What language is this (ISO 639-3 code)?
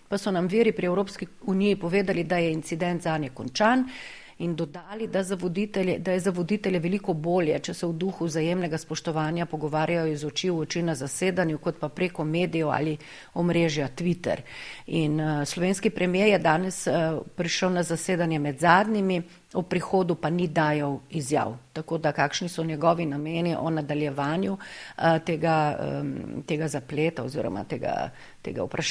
slv